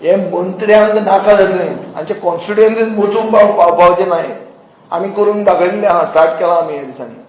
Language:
Konkani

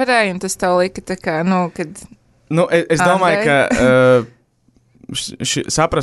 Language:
Latvian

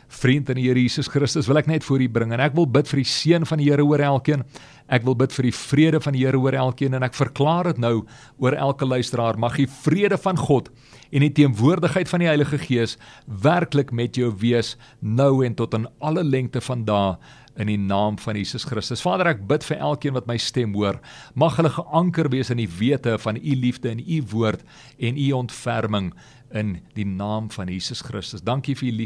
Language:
Afrikaans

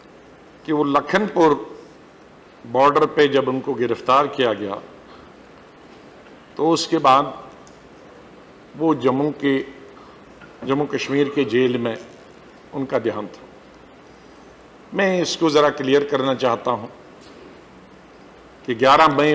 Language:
Hindi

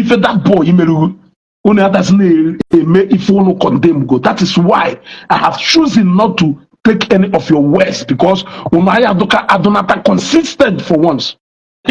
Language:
Igbo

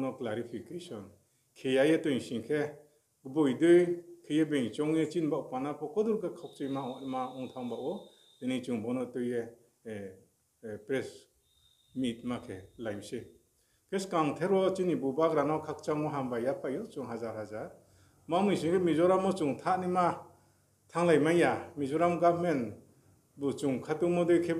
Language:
Riang (India)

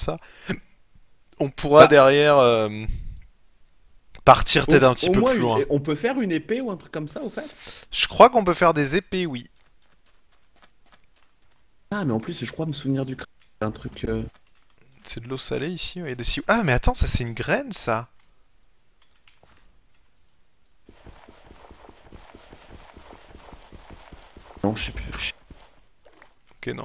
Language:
French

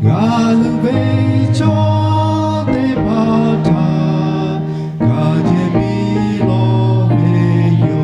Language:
Lahu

